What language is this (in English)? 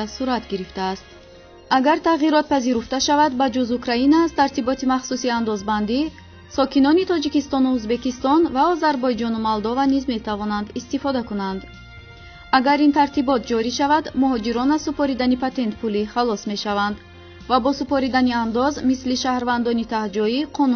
Tajik